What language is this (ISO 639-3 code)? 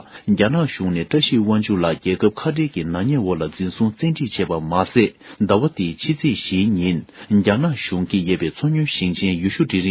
bod